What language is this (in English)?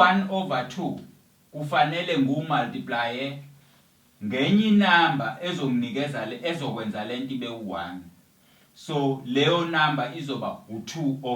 Zulu